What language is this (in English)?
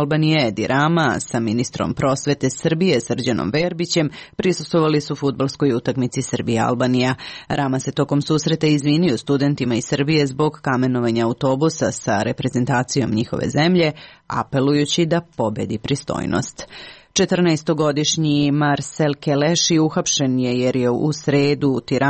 Serbian